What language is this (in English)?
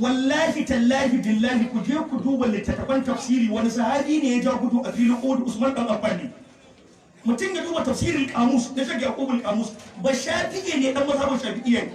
Hausa